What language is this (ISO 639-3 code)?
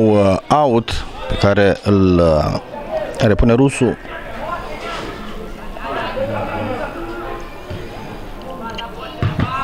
ron